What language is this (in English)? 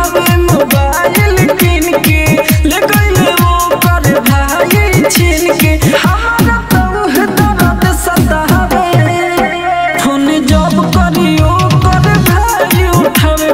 Bhojpuri